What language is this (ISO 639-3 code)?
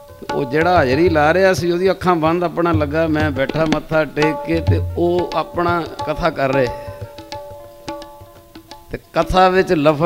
pan